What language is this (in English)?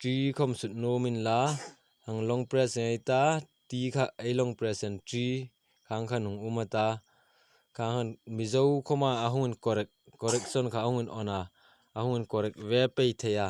Hmar